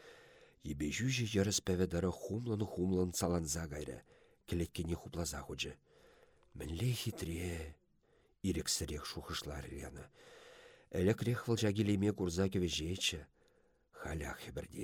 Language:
Chuvash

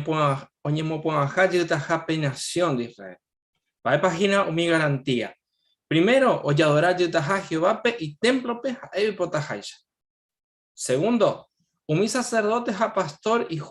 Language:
Guarani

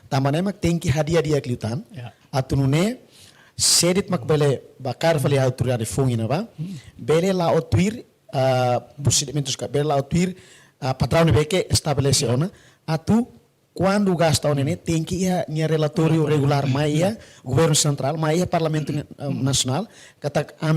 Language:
Tetum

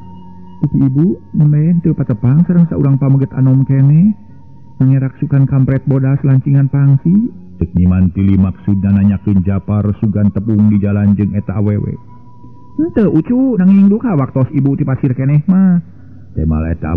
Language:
Sundanese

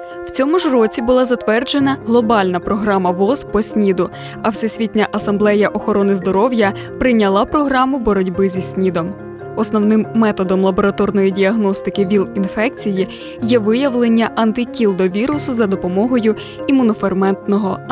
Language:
Ukrainian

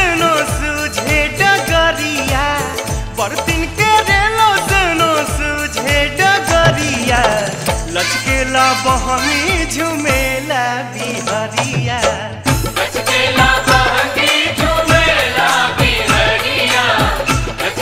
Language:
Bhojpuri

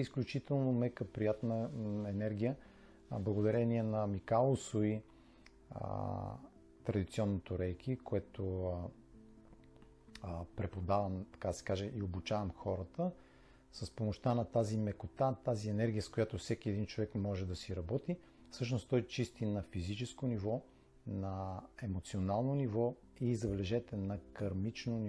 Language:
Bulgarian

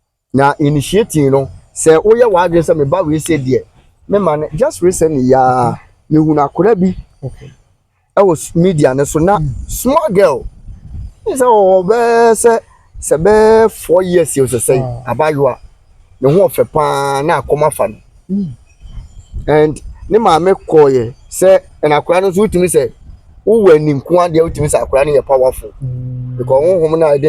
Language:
Akan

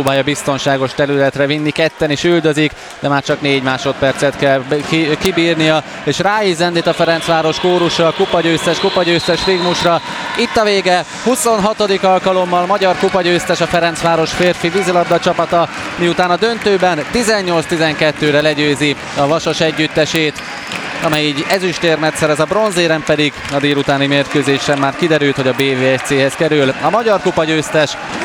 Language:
Hungarian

